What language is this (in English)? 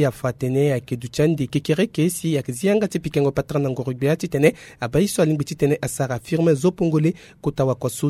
Sango